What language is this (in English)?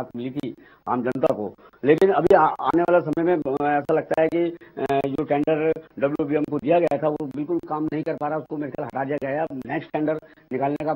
Hindi